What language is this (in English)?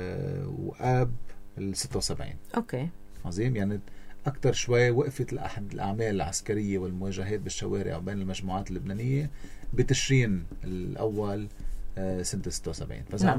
North Levantine Arabic